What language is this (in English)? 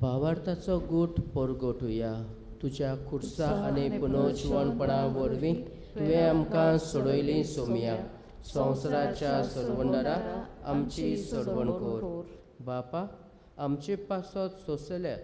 Konkani